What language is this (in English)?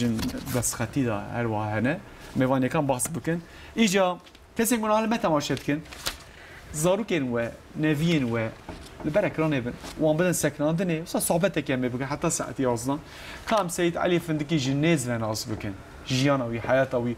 Kurdish